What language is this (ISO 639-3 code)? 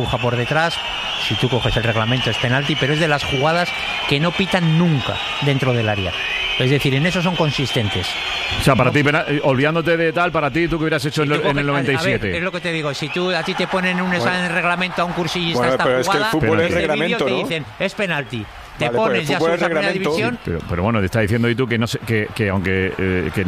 spa